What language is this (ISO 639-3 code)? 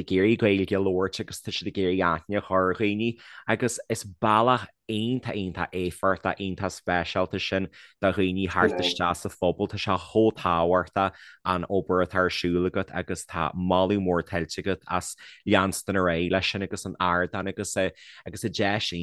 gle